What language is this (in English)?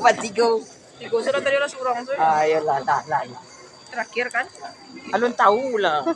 Minangkabau